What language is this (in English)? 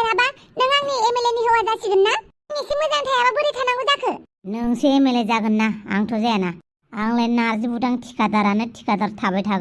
Bodo